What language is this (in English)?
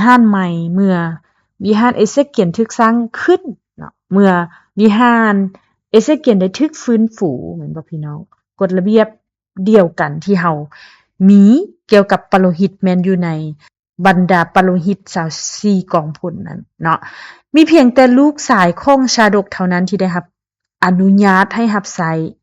Lao